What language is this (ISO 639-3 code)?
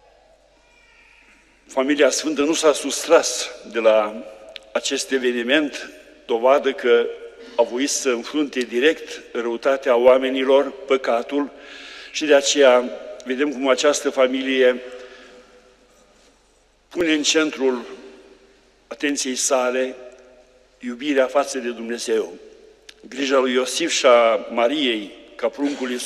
ron